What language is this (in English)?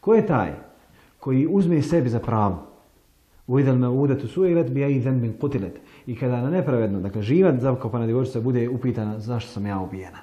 Bosnian